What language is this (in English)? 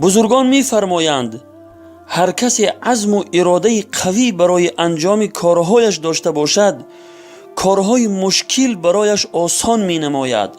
Persian